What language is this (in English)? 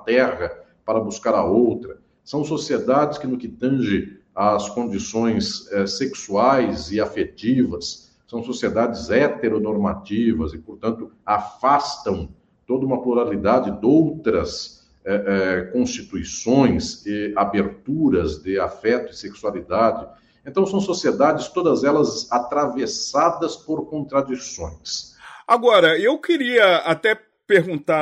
Portuguese